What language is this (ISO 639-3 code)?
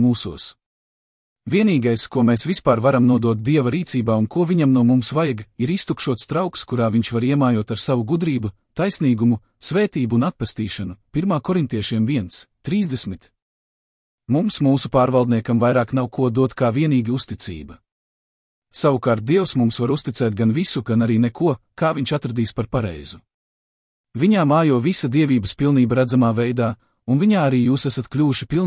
lav